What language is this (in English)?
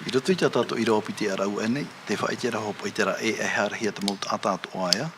Tahitian